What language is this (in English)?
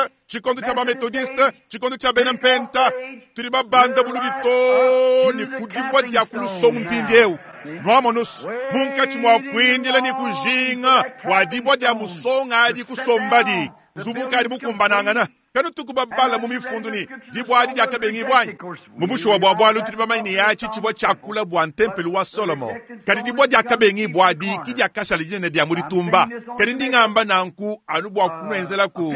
Luba-Lulua